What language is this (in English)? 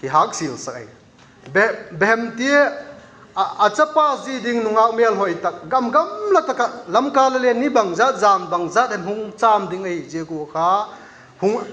Vaiphei